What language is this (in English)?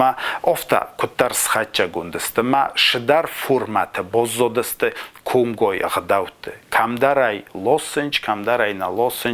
Ossetic